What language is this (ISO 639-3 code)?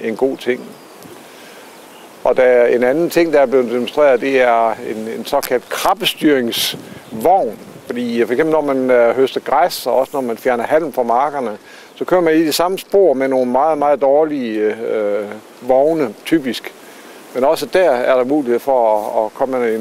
dan